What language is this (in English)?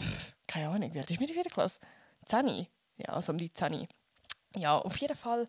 Swiss German